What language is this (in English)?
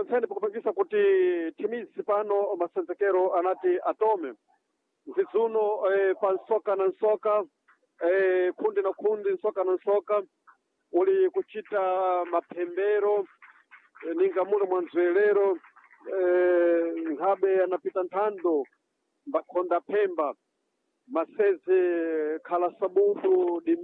Sena